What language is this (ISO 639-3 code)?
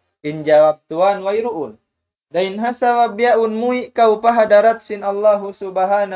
tsg